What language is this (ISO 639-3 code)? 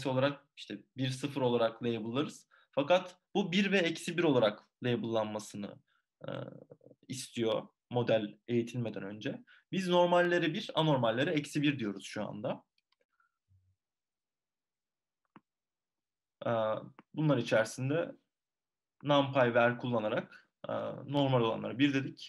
tur